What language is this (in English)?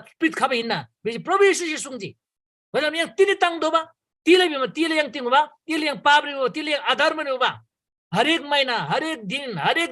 Eastern Tamang